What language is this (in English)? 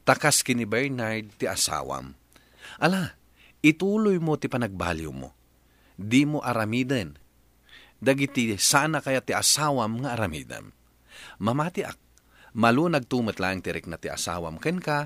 Iloko